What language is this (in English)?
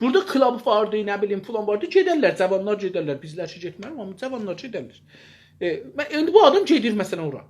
South Azerbaijani